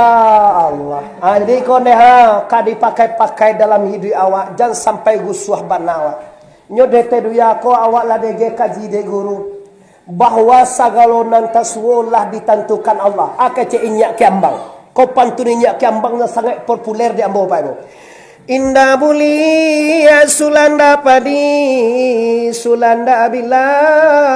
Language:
Minangkabau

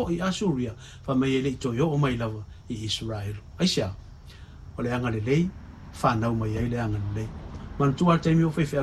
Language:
Samoan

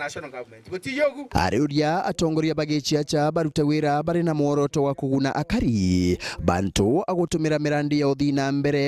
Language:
Meru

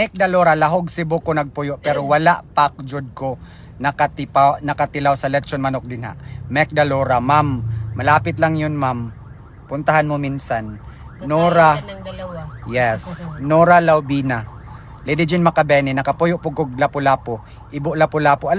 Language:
Filipino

